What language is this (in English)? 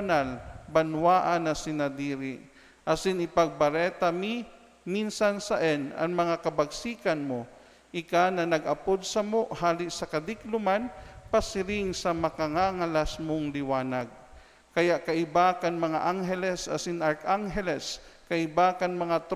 Bikol